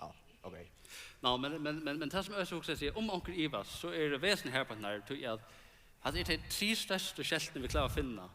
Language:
Faroese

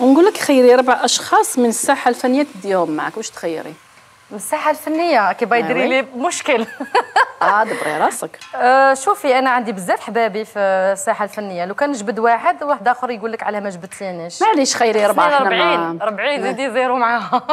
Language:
Algerian Arabic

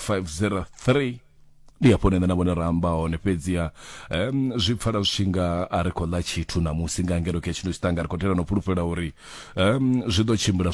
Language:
Venda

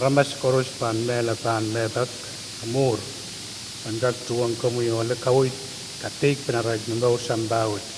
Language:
Pohnpeian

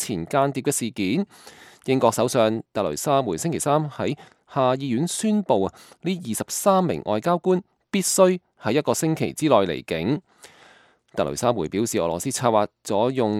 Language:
Cantonese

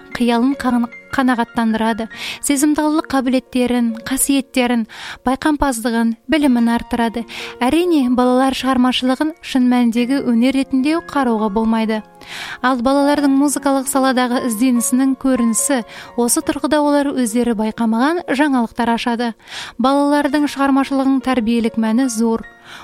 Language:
Kazakh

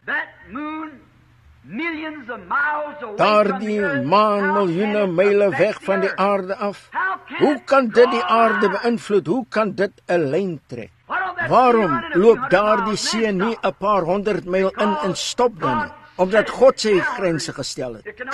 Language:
Afrikaans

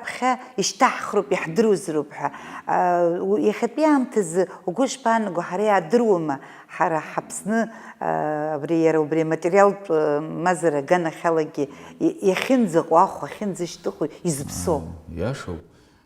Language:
Abkhazian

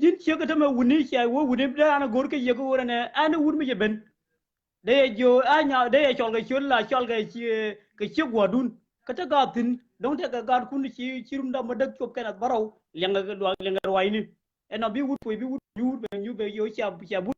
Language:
Nuer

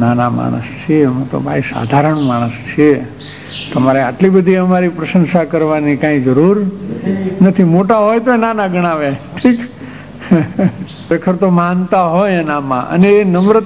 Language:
Gujarati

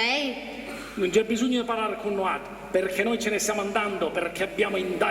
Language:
Sicilian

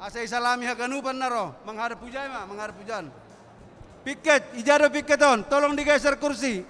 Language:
Batak Simalungun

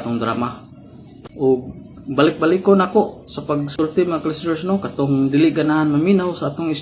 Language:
Cebuano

